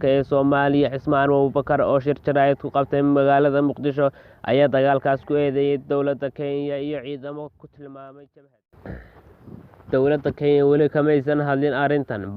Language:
Somali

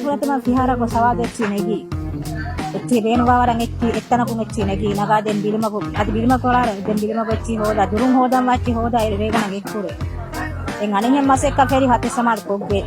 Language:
Divehi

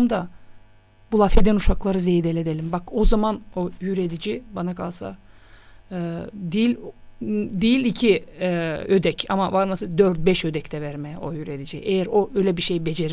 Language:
Gagauz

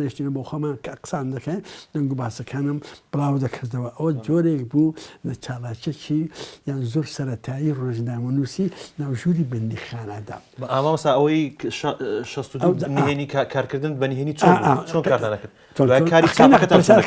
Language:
Central Kurdish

